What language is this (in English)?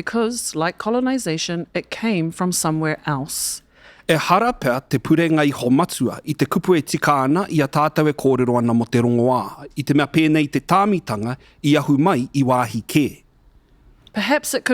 Māori